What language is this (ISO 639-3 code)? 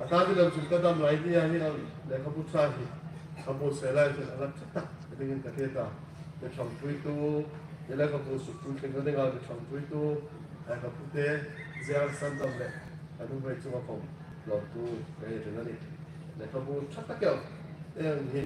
hmr